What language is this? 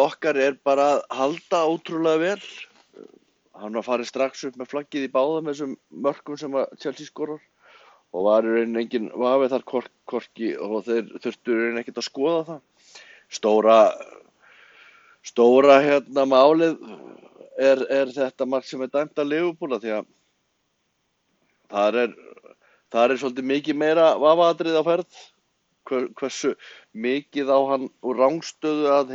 Icelandic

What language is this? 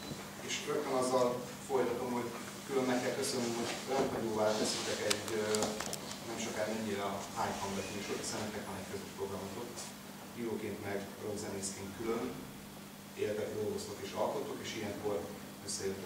Hungarian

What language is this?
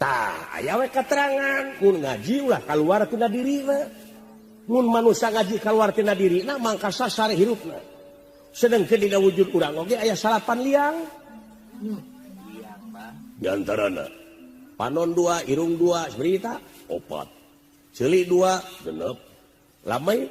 Sundanese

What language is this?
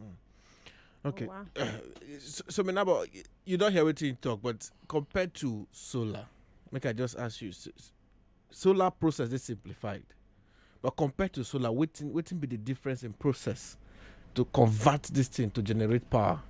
Nigerian Pidgin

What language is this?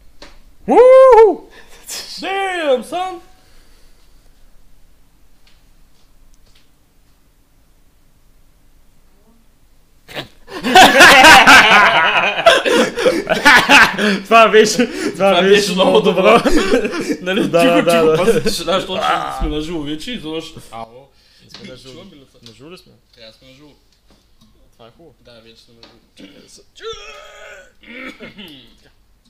Bulgarian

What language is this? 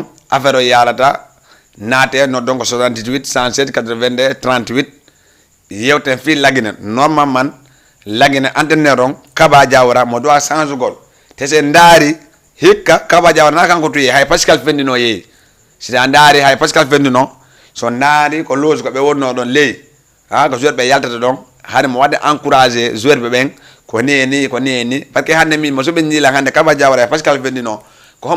Fula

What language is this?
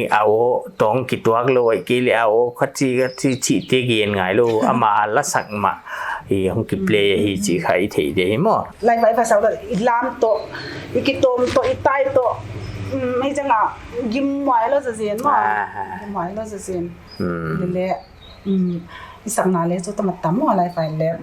Paite Chin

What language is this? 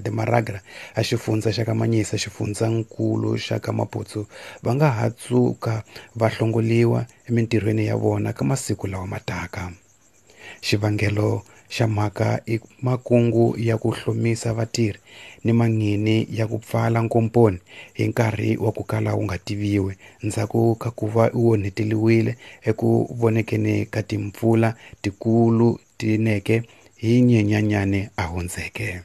Tsonga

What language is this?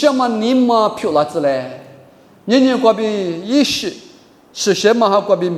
Lisu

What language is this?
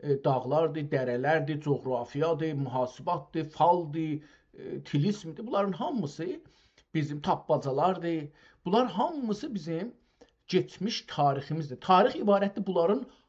South Azerbaijani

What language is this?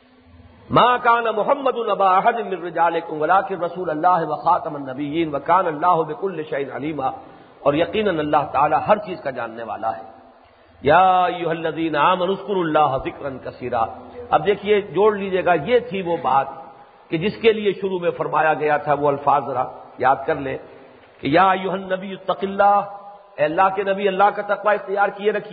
Urdu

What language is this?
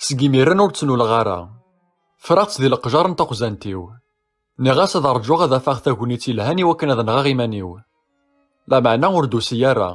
Kabyle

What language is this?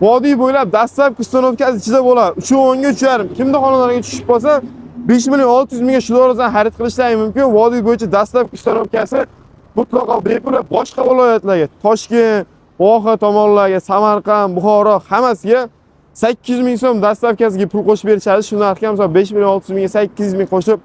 Uzbek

